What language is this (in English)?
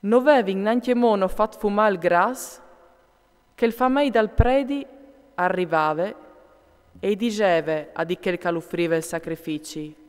Friulian